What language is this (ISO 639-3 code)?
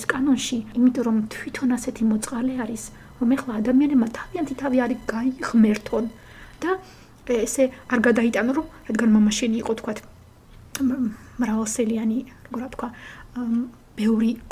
kat